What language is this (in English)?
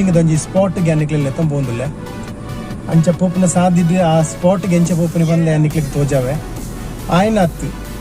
Tulu